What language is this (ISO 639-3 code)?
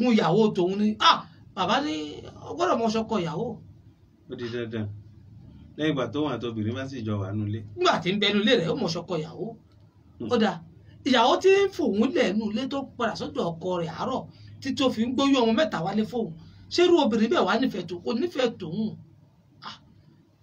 yor